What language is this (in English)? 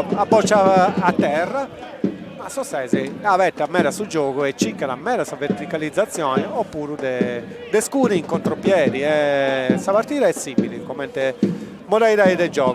Sardinian